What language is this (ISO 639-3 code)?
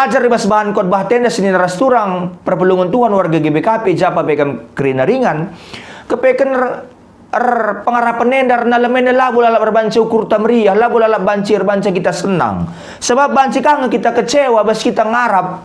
btx